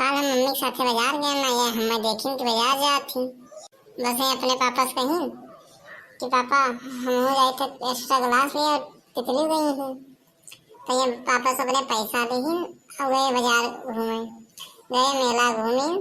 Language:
Awadhi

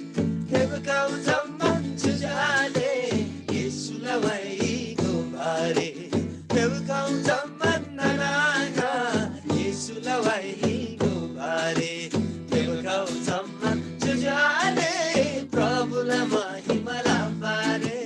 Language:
Eastern Tamang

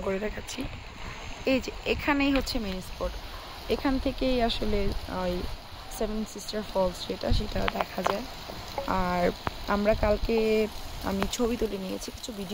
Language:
Bangla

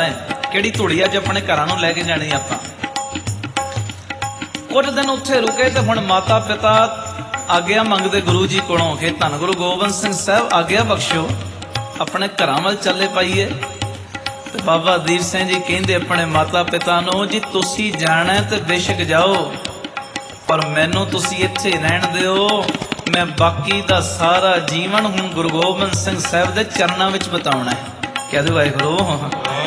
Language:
Punjabi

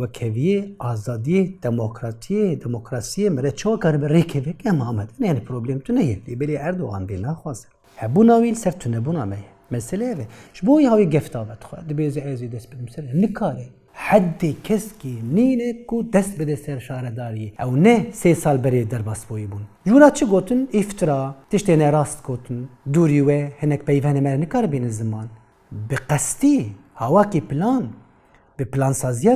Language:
Kurdish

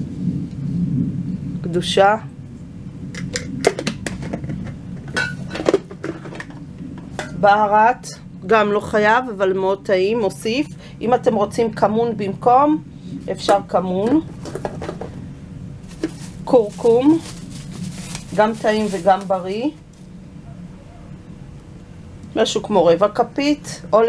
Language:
Hebrew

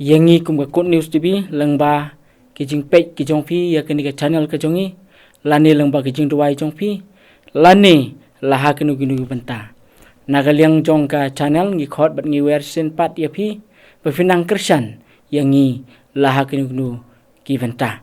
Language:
Khasi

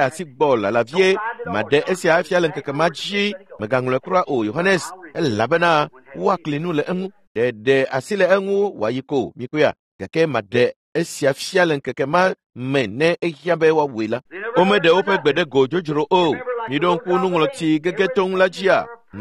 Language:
Ewe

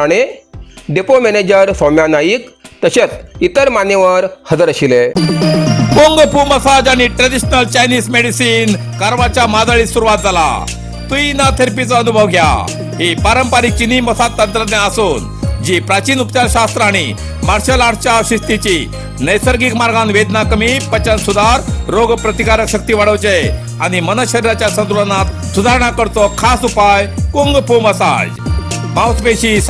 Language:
Konkani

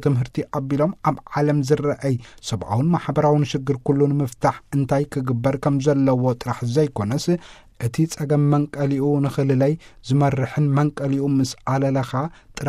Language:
Tigrinya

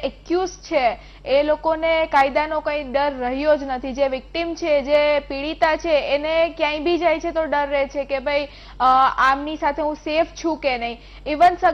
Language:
Gujarati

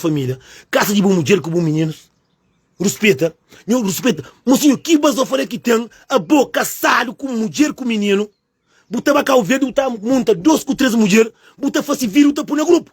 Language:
Kabuverdianu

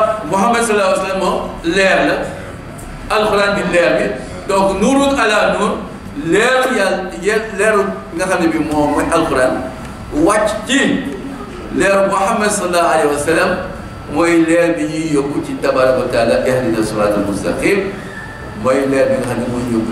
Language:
Wolof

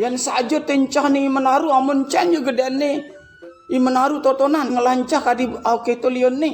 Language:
Balinese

